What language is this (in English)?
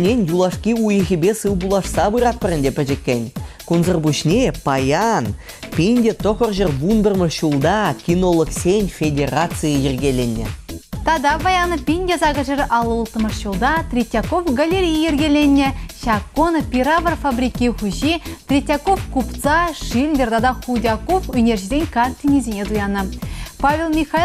Chuvash